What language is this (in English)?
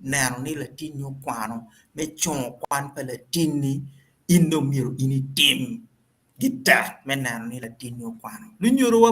Acoli